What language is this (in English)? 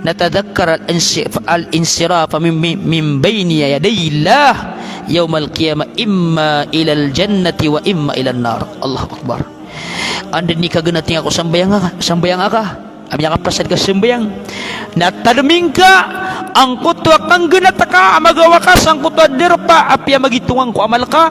Maranao